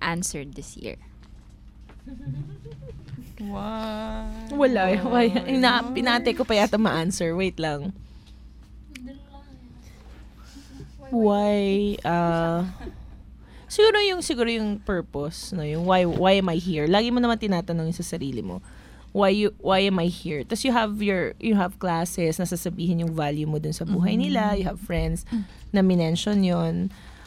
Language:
Filipino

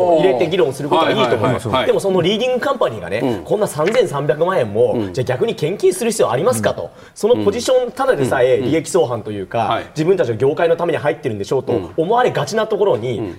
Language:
Japanese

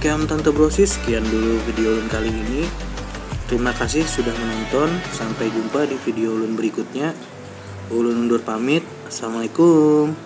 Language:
Banjar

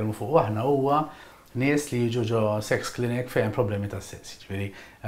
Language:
Maltese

